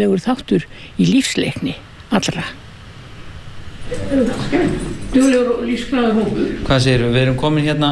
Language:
Icelandic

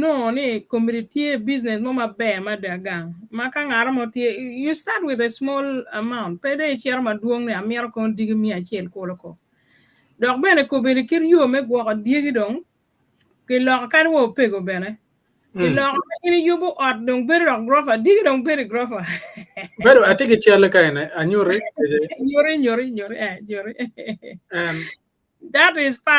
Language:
Acoli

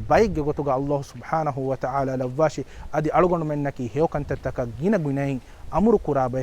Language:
Divehi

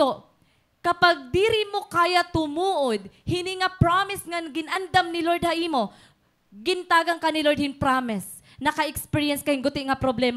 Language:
Waray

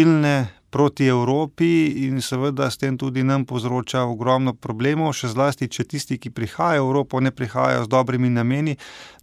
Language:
Slovenian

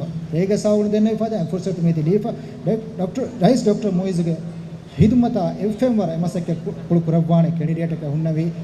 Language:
Divehi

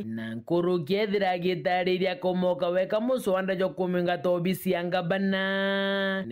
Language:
Meru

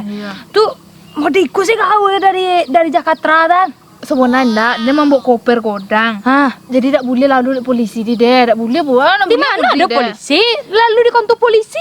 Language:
Minangkabau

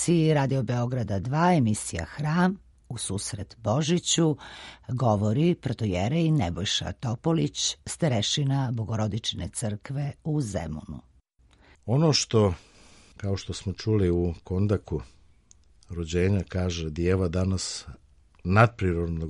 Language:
Serbian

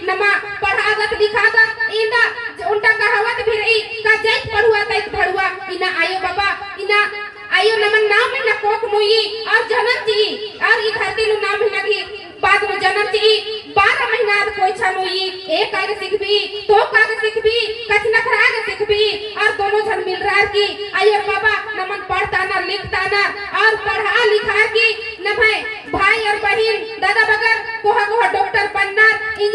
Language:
Kurukh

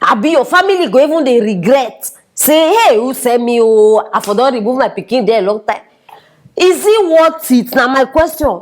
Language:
Nigerian Pidgin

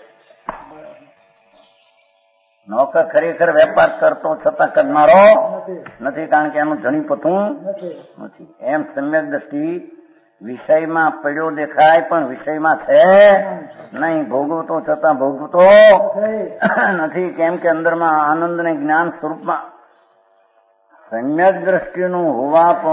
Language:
Gujarati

